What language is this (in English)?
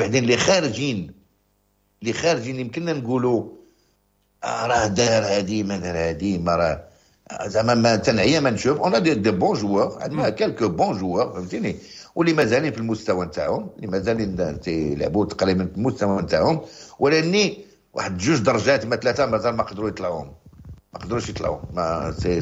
Moroccan Arabic